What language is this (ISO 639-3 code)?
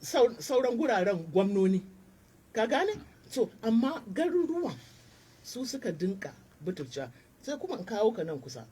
hau